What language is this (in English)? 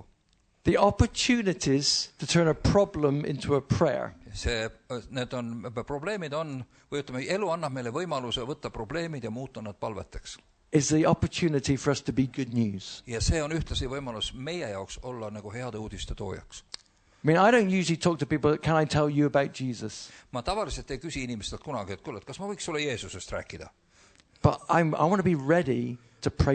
Estonian